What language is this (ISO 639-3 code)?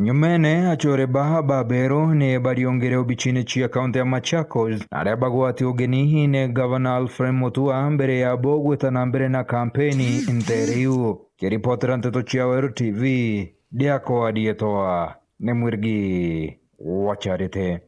mer